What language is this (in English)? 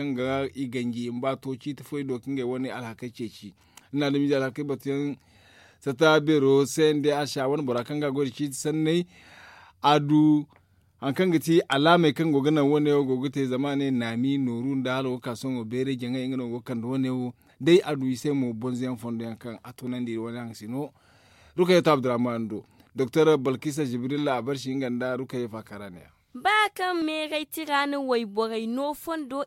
Zarma